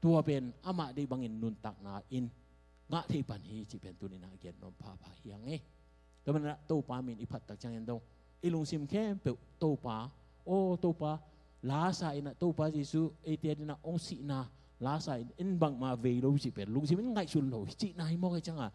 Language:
Tedim Chin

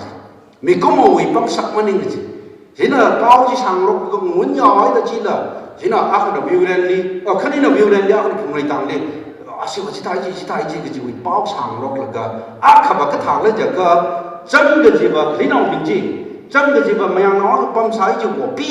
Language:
Tangkhul Naga (India)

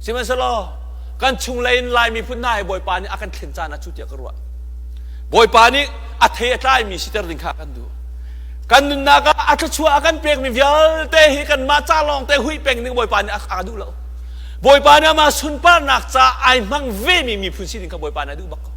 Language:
Hakha Chin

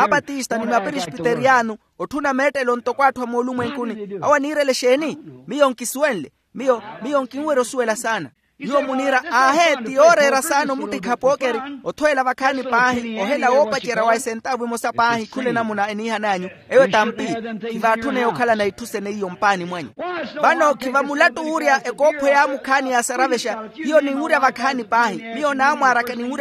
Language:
Makhuwa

